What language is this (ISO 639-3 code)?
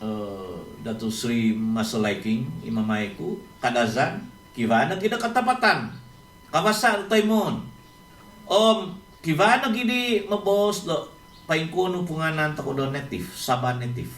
dtp